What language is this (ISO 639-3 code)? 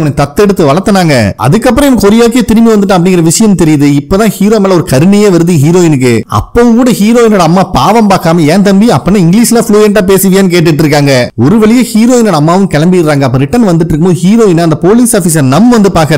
tam